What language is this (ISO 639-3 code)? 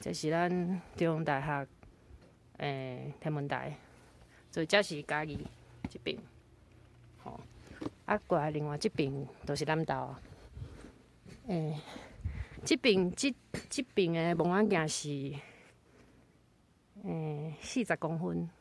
nan